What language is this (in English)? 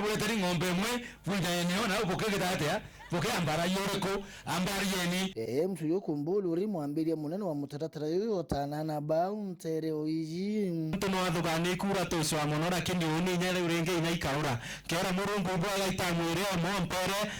Meru